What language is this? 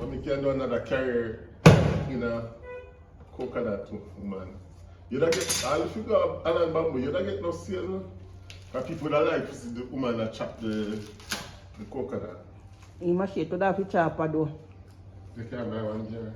Jamaican Creole English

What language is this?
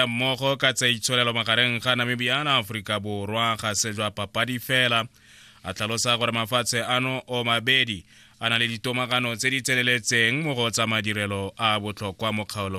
Tswana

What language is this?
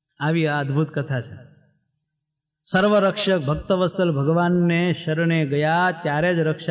Gujarati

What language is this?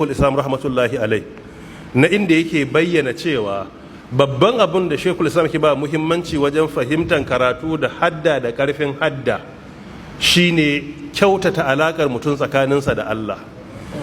Hausa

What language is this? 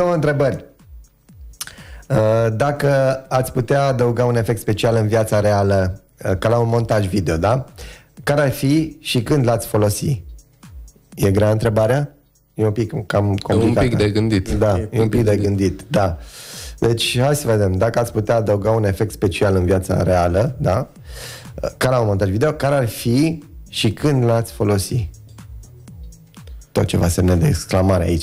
Romanian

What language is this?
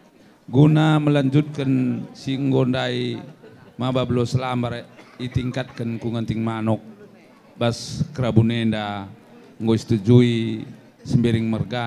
Batak Karo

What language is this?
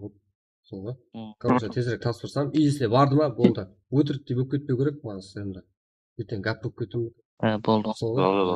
Kara-Kalpak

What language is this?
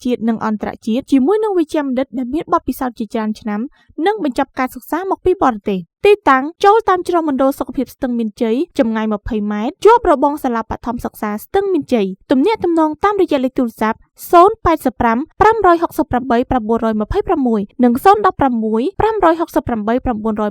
Khmer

